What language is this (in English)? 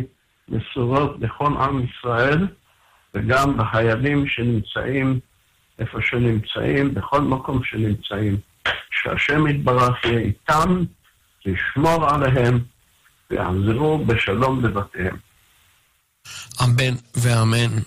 Hebrew